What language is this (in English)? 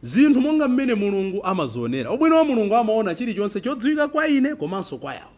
Nyanja